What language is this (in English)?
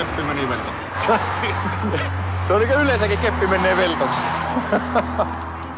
Finnish